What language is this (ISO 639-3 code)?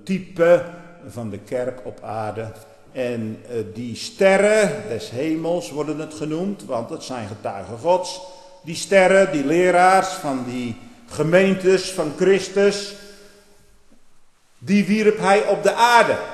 nld